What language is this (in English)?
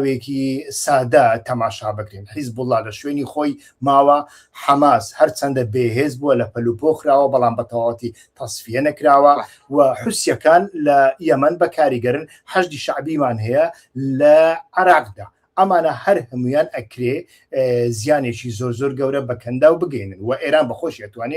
Central Kurdish